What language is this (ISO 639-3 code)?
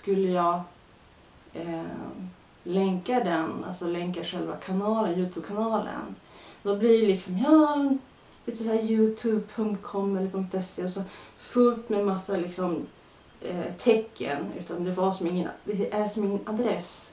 swe